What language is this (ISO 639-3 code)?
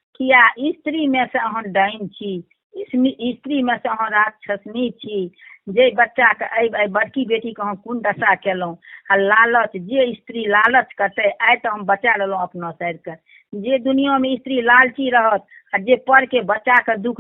mai